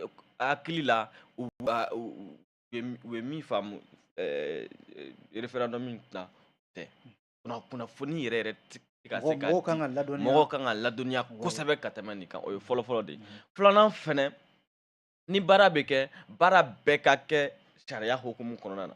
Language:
Bambara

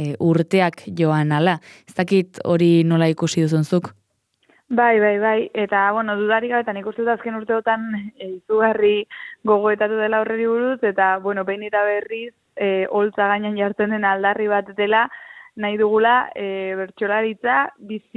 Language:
Basque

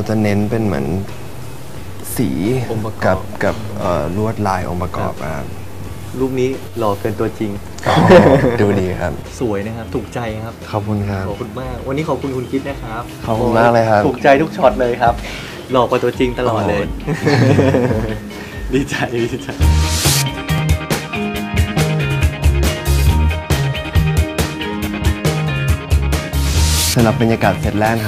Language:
Thai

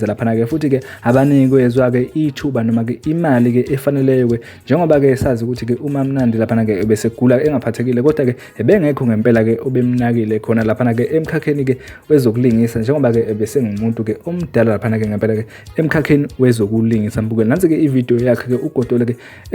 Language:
Zulu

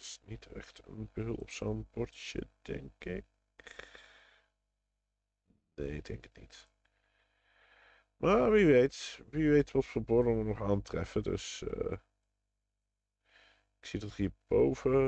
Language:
Dutch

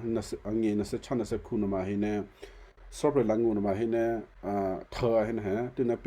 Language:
Western Kayah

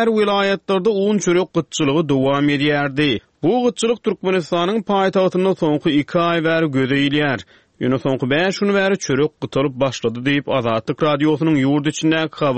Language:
Turkmen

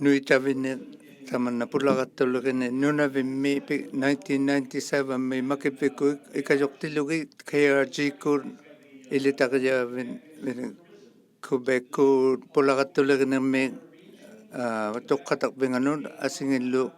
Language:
Inuktitut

